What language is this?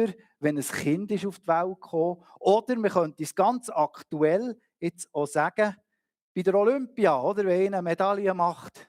Swiss German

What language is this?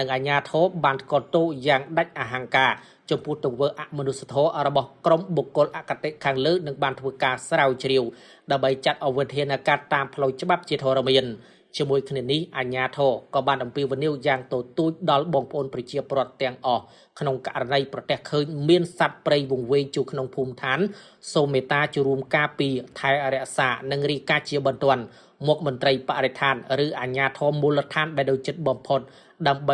Khmer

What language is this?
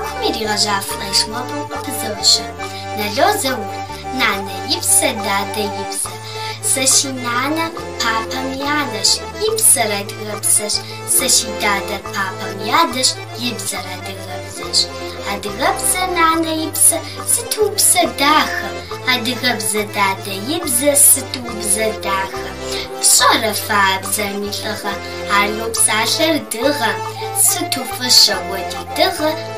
Kabardian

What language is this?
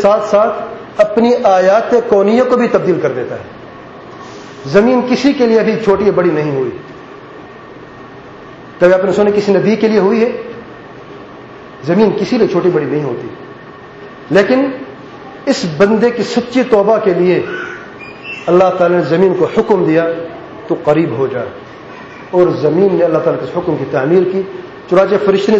Urdu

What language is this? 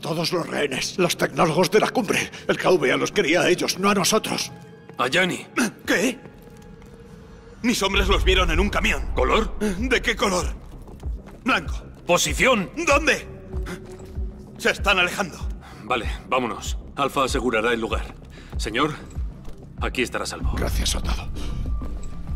Spanish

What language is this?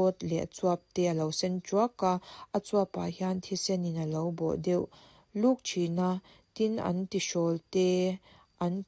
Mizo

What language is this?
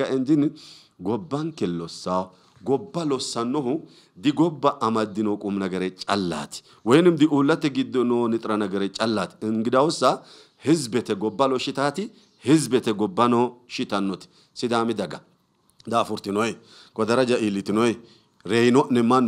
Sidamo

